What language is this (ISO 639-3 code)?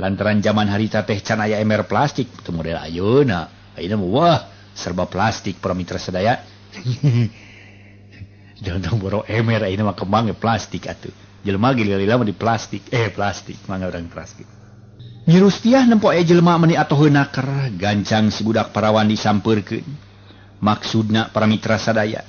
sun